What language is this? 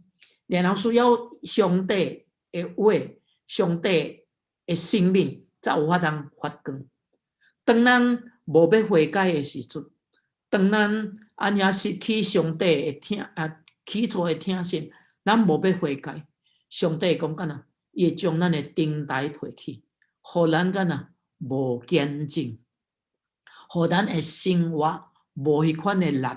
Min Nan Chinese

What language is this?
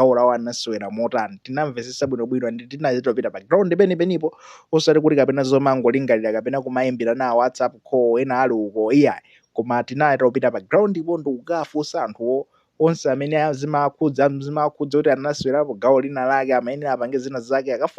Nyanja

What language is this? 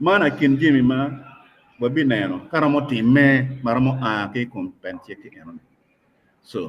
Acoli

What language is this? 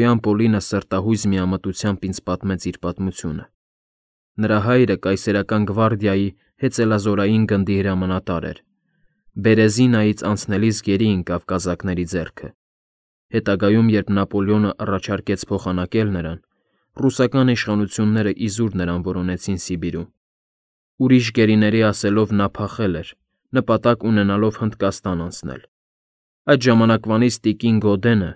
Armenian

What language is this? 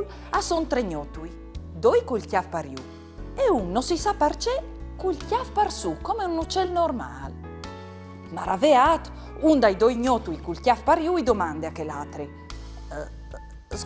Friulian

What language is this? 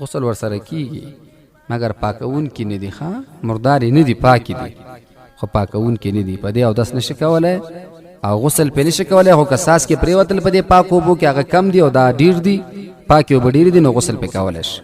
Pashto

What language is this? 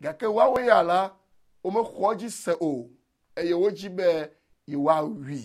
Ewe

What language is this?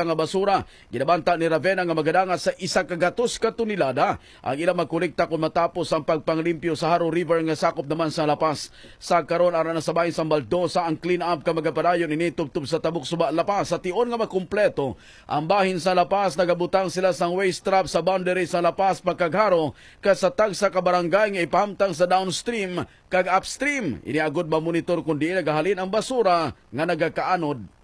Hiligaynon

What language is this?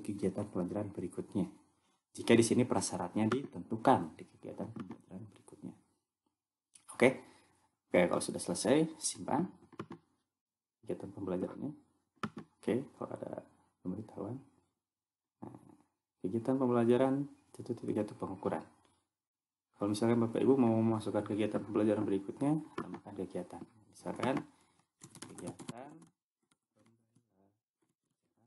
Indonesian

